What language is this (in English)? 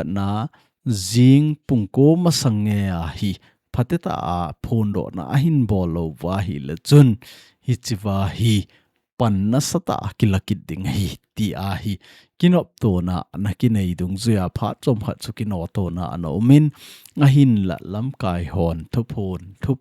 Thado Chin